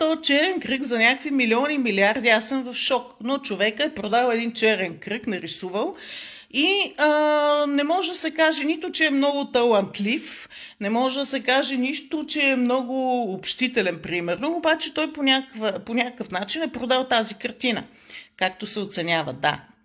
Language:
Bulgarian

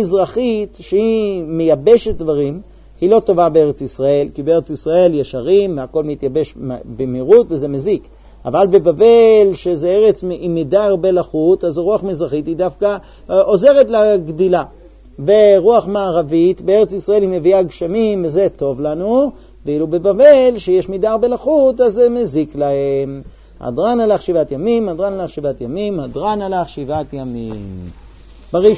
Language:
Hebrew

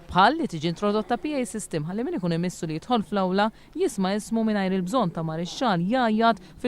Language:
Maltese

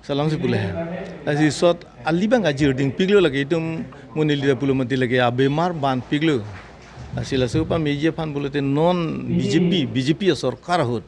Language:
Karbi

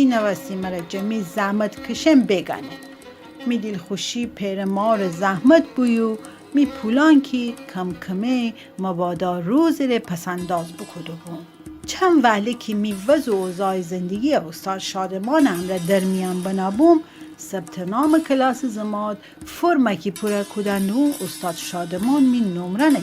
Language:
Gilaki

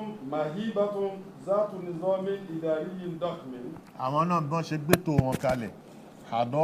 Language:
Yoruba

